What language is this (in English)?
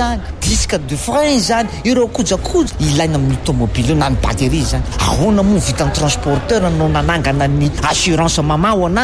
Malagasy